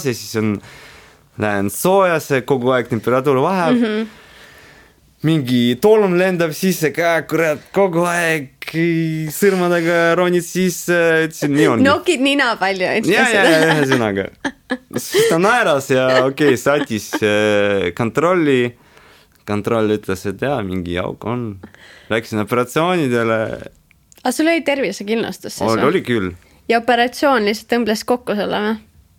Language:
Estonian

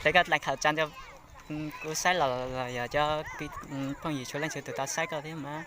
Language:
Hmong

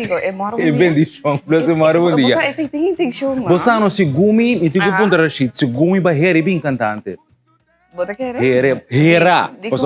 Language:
Papiamento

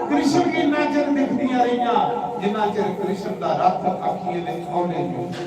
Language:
Dogri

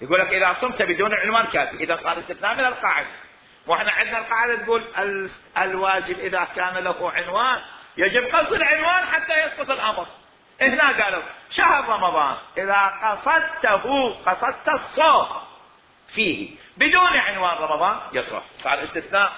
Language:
Mesopotamian Arabic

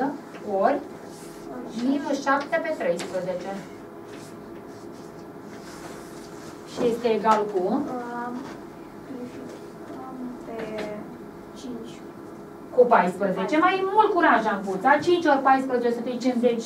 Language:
Romanian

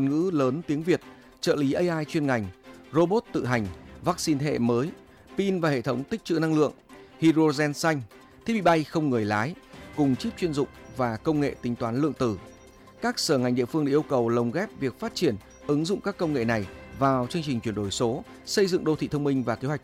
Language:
Vietnamese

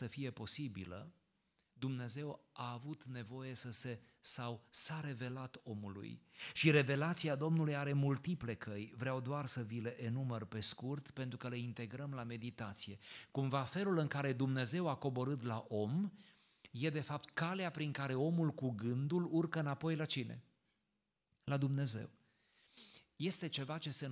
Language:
Romanian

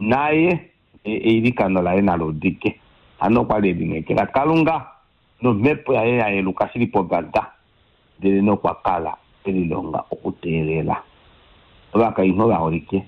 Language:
Kuanyama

